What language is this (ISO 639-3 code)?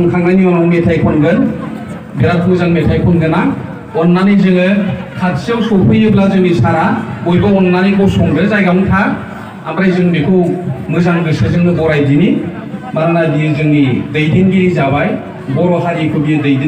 brx